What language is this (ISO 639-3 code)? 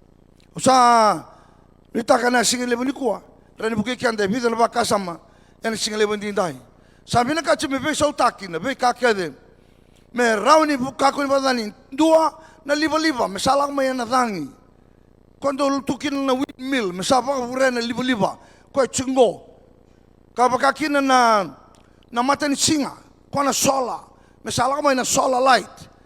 fij